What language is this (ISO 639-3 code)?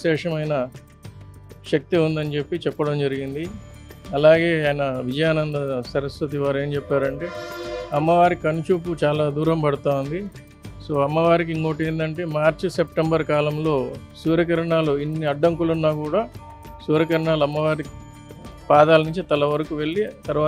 tel